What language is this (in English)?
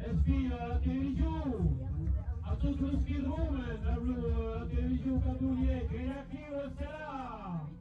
Occitan